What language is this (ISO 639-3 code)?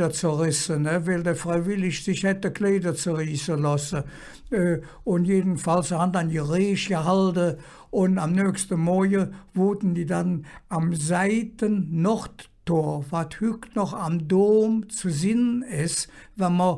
ksh